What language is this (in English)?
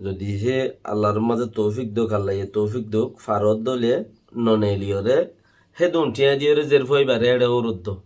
Rohingya